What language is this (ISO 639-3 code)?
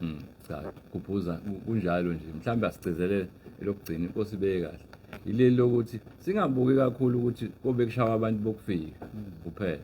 zul